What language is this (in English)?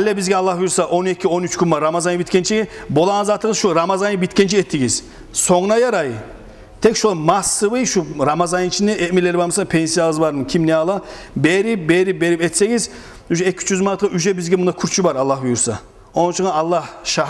Kumyk